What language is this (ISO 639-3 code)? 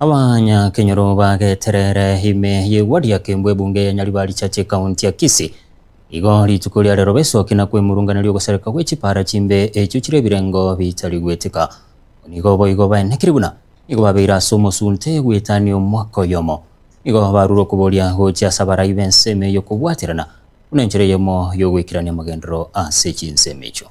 guz